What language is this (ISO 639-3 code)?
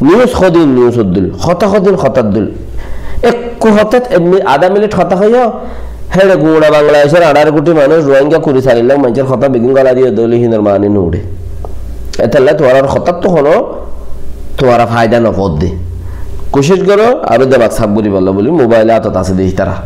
rhg